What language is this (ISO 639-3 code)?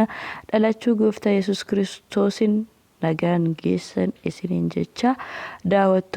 orm